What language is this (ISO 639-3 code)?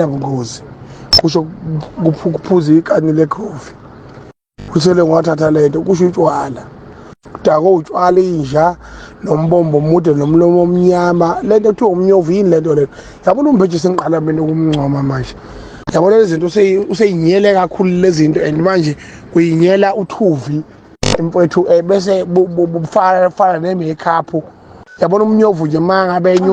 zul